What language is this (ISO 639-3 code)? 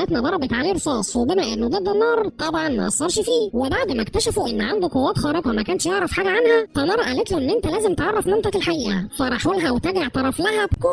arz